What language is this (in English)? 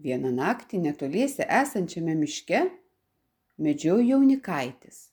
Lithuanian